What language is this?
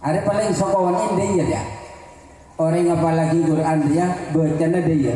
Madurese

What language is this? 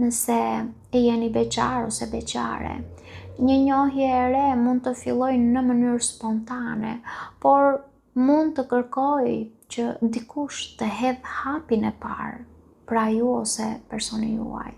Albanian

